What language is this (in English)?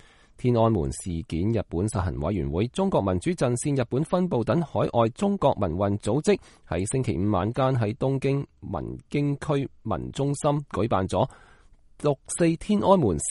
Cantonese